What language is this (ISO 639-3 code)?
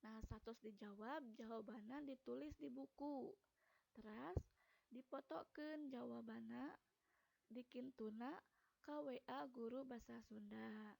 sun